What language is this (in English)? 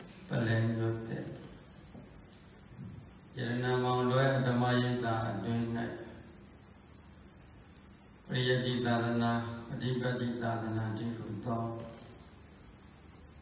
Burmese